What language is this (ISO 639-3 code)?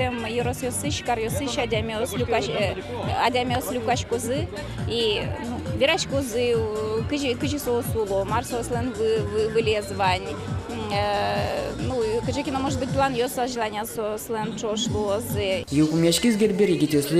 udm